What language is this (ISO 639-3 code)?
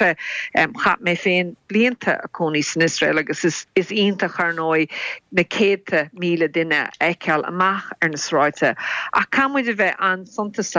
gle